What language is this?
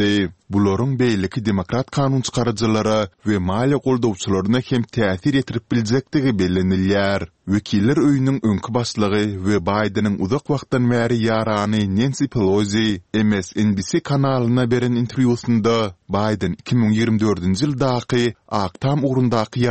Turkmen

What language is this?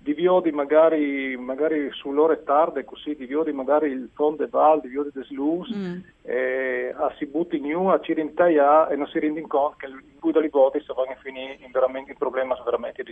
Friulian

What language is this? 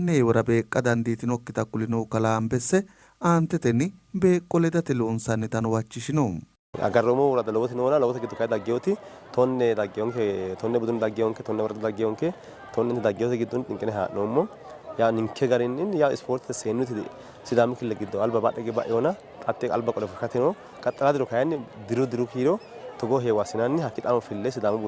Sidamo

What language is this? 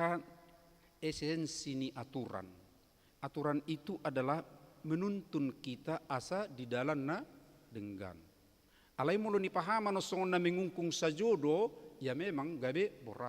Batak Toba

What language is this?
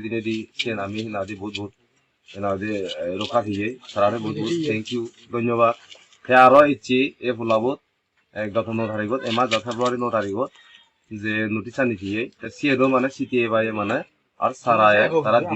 Chakma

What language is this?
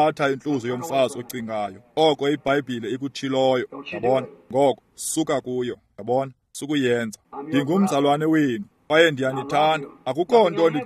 Xhosa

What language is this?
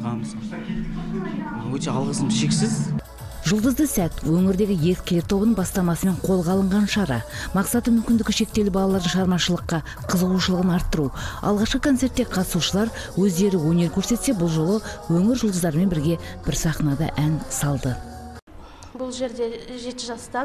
Kazakh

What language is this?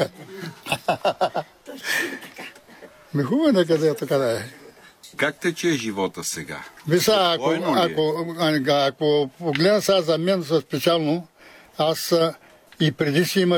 Bulgarian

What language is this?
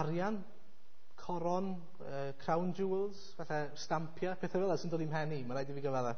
Welsh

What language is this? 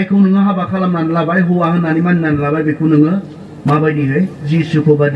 Bodo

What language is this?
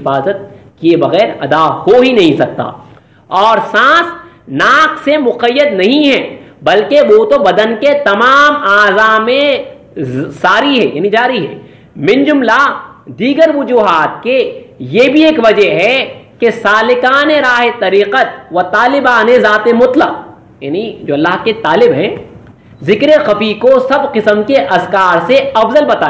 Urdu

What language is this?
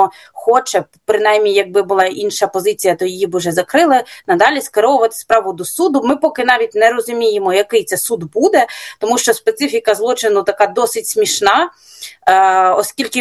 Ukrainian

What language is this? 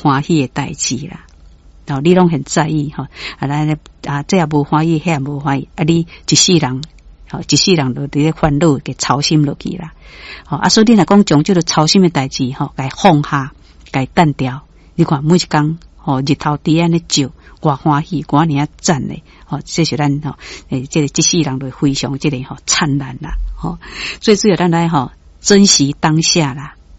Min Nan Chinese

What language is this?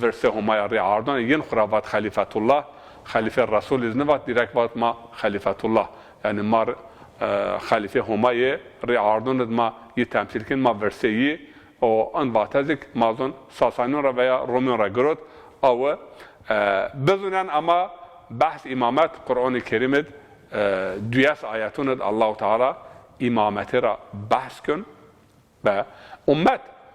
Zaza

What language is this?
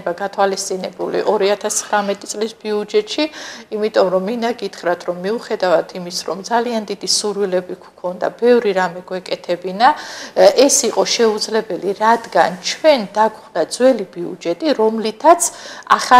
Georgian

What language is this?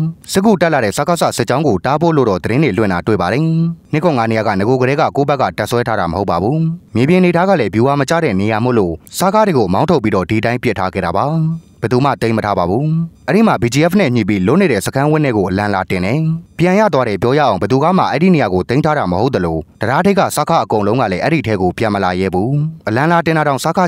Burmese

